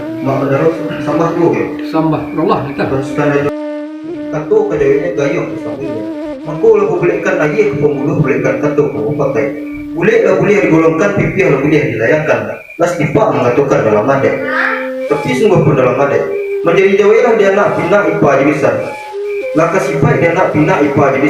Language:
Minangkabau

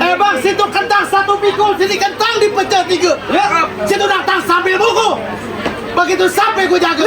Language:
Betawi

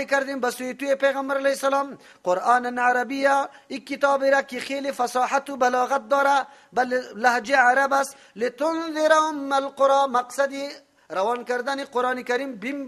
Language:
Persian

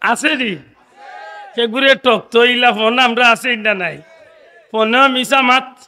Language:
Sylheti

